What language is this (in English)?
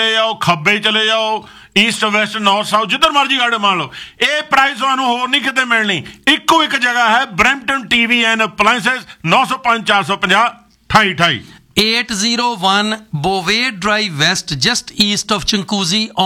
Punjabi